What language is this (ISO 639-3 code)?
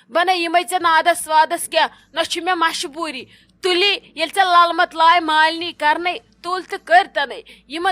kas